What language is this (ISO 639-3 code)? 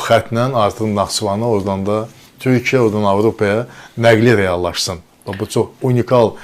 aze